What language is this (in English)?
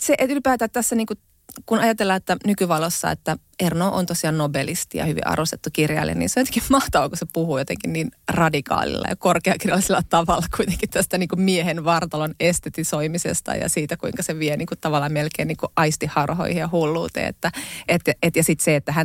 Finnish